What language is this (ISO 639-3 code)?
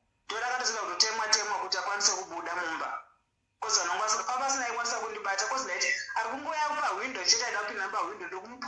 sna